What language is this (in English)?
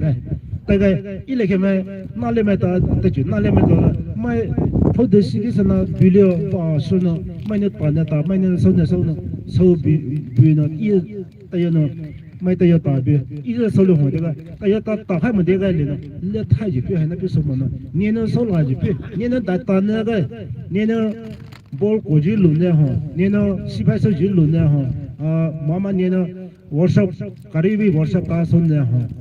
Poumei Naga